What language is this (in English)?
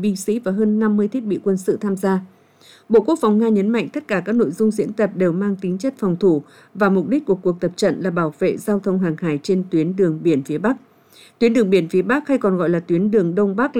Vietnamese